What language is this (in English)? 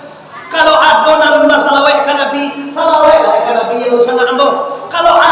Minangkabau